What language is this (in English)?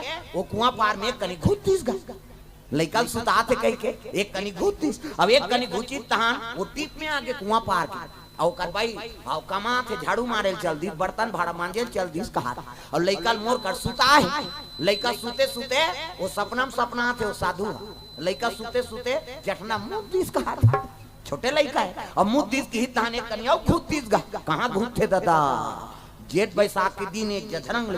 Chhattisgarhi